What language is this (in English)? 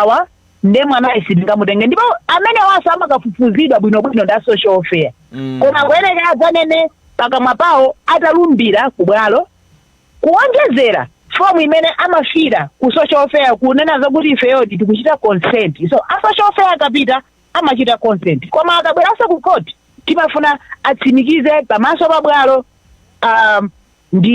Nyanja